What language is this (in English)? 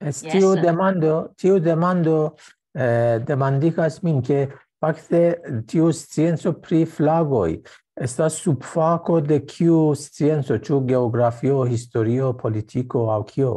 Esperanto